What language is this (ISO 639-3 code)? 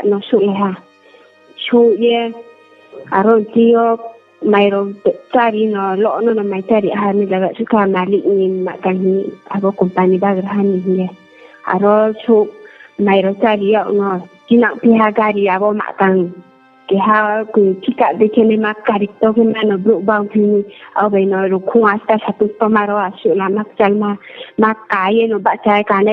ria